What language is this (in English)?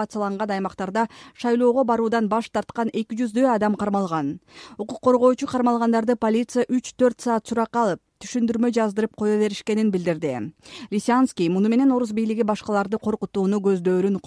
Kyrgyz